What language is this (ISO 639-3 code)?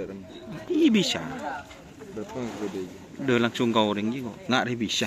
mad